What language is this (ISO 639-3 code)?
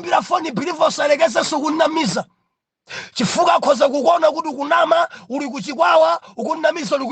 nya